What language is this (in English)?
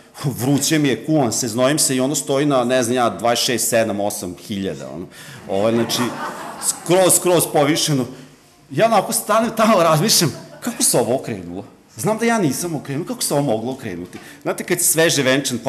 Serbian